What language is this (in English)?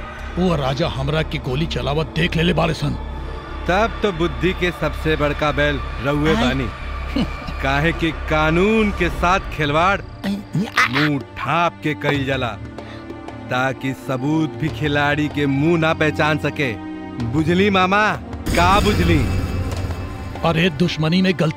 Bhojpuri